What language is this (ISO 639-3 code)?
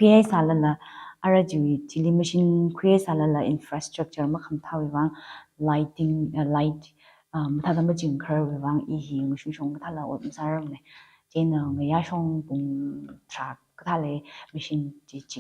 nmf